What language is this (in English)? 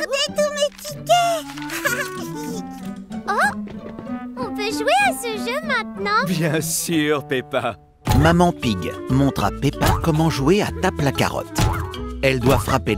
French